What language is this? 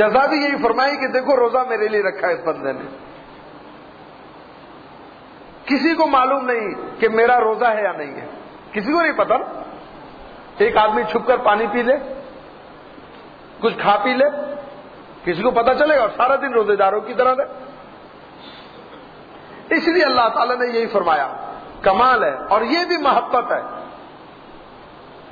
Urdu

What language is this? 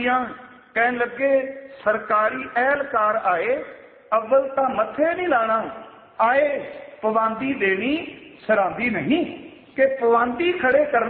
Punjabi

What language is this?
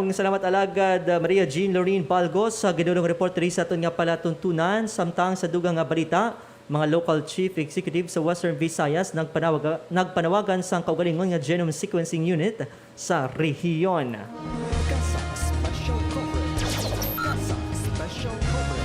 Hiligaynon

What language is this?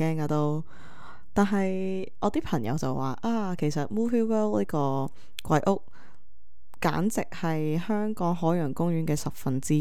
Cantonese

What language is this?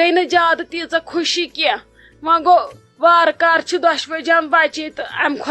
Kashmiri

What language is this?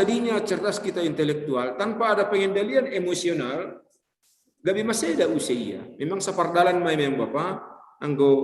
Batak Simalungun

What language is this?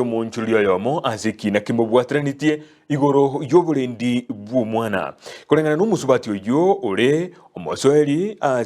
Gusii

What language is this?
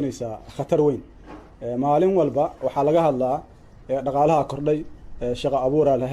Somali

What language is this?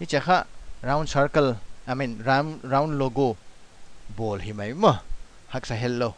Paite Chin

